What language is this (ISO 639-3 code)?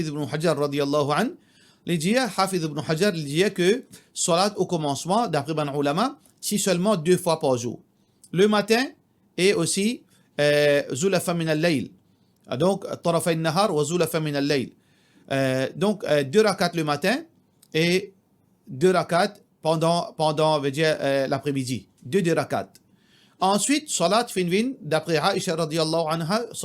mfe